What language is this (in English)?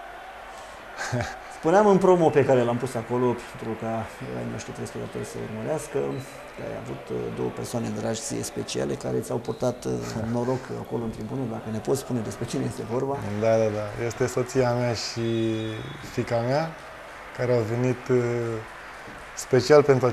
Romanian